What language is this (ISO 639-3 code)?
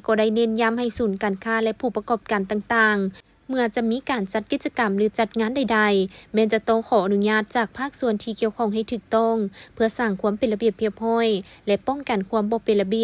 lao